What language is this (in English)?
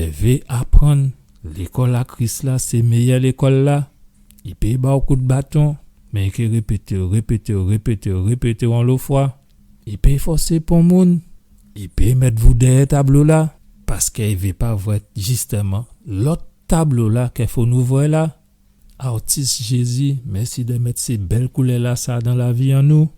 Guadeloupean Creole French